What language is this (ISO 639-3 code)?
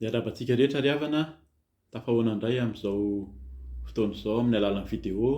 mlg